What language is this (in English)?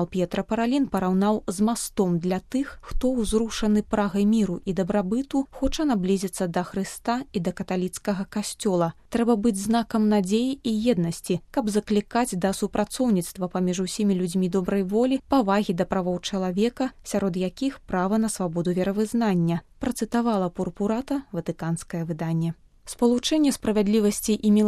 Belarusian